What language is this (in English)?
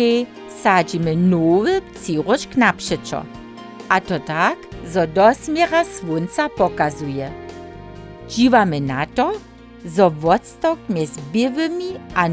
Upper Sorbian